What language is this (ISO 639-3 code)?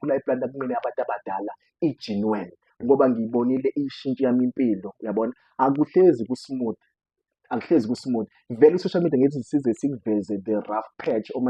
zul